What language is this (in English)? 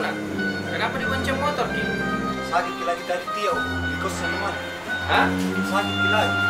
Makassar Malay